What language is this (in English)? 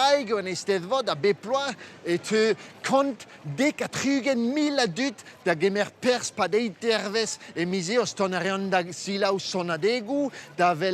Breton